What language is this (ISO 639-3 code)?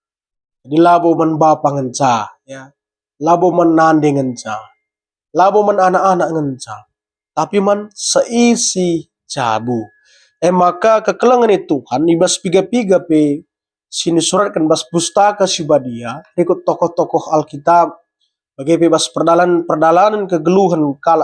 btx